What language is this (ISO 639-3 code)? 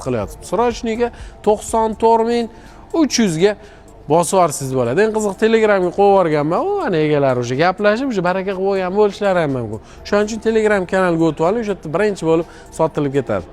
uzb